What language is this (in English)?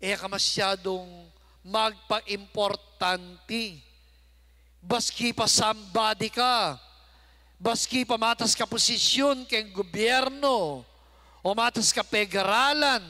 Pampanga